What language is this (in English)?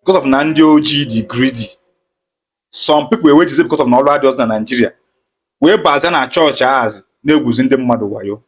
Igbo